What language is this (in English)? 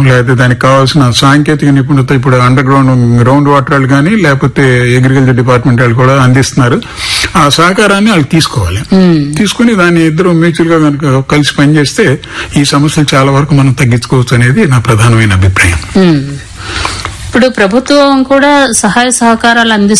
Telugu